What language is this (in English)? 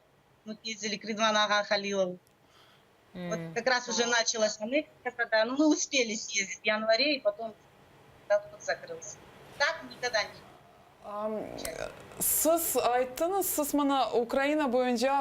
Crimean Tatar